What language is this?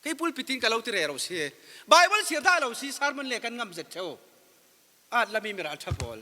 Falam Chin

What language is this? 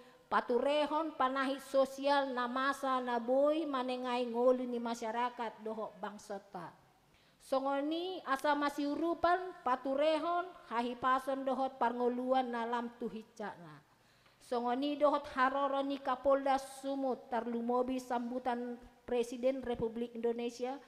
Batak Toba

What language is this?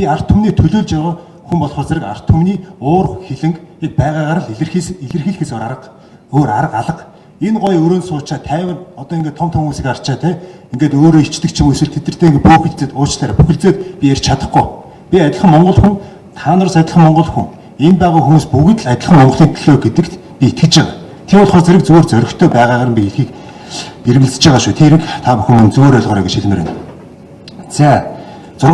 Mongolian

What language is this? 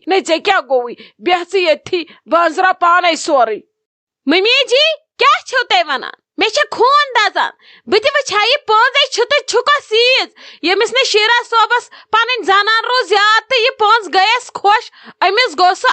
Kashmiri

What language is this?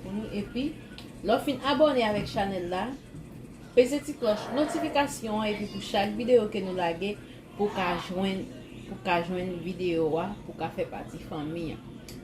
Haitian Creole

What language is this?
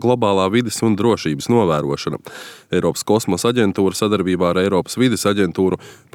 Latvian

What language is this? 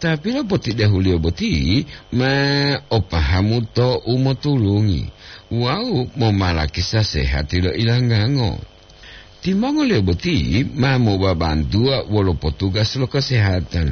Gorontalo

